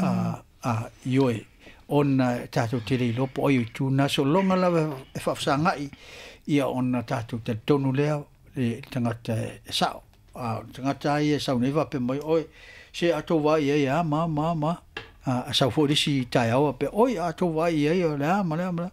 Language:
Samoan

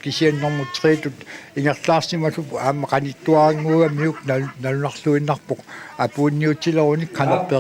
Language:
Kalaallisut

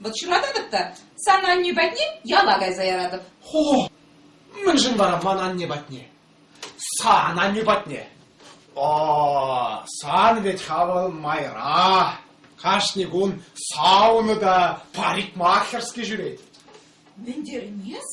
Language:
Chuvash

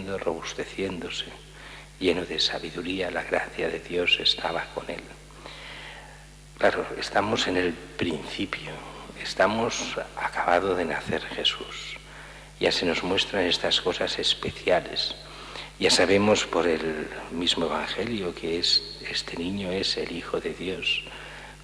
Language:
Spanish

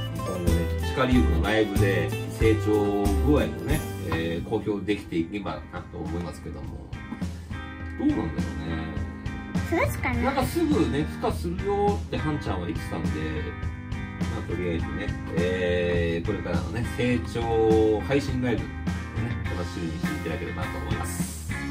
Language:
Japanese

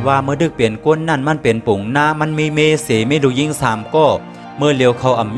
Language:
Shan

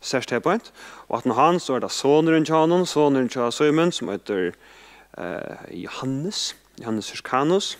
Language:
Faroese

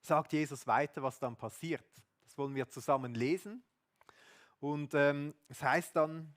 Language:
Swiss German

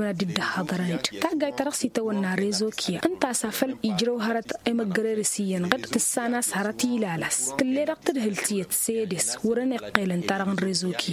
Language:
Tamasheq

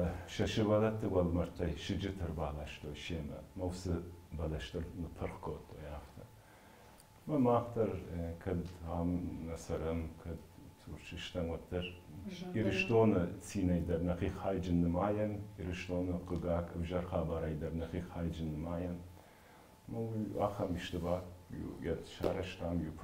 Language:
Ossetic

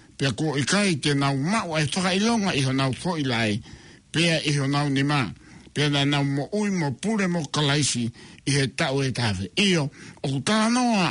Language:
Tongan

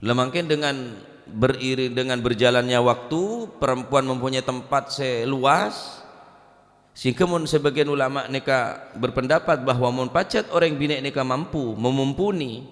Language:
Madurese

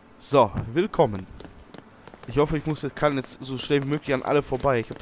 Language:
German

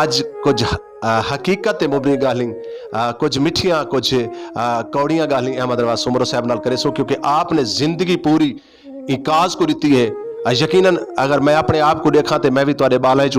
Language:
Saraiki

